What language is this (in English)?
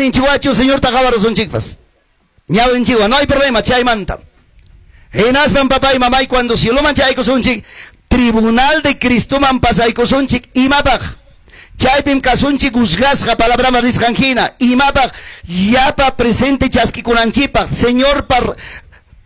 Ayacucho Quechua